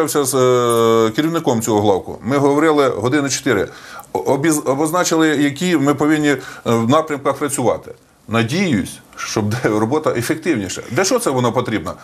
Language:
Ukrainian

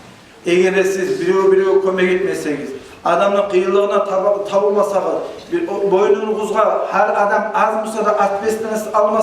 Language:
Kumyk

